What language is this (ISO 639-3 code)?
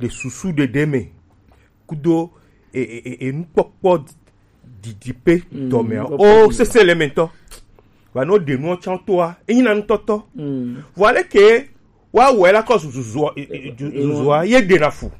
gej